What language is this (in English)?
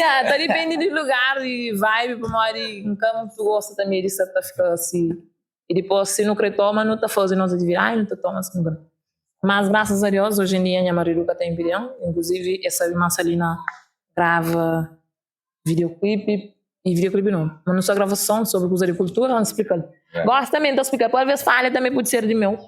Kabuverdianu